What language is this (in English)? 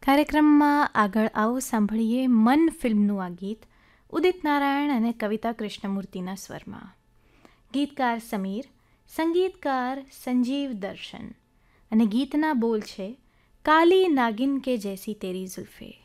Gujarati